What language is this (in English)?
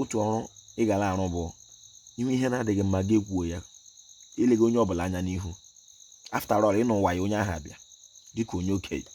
Igbo